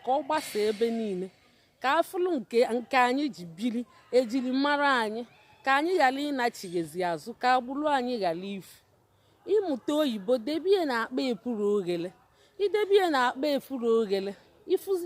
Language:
Igbo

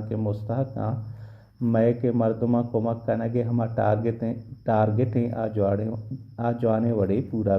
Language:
Baluchi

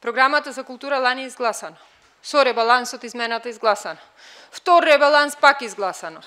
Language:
Macedonian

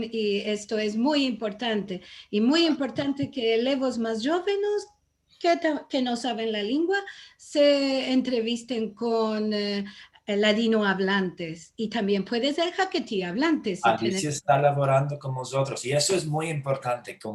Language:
Ladino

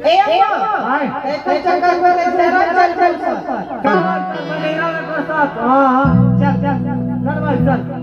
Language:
Chhattisgarhi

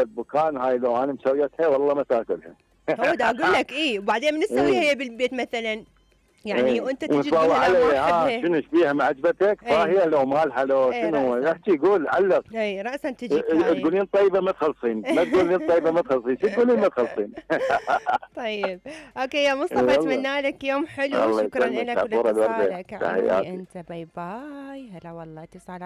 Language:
Mesopotamian Arabic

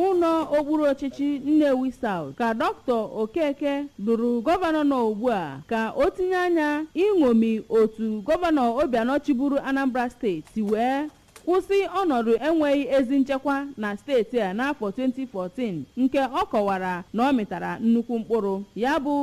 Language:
Igbo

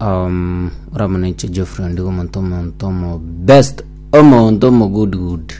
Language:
Gusii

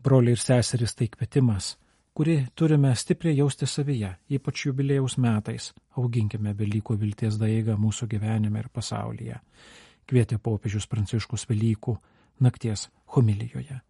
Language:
Lithuanian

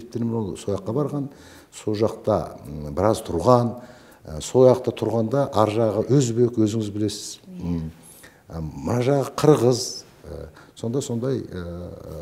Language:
Kazakh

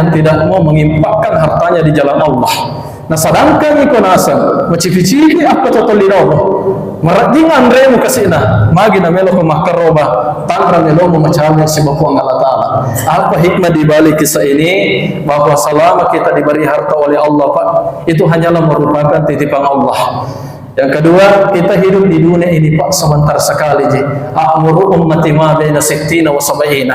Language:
Buginese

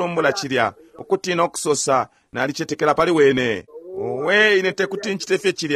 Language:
Bemba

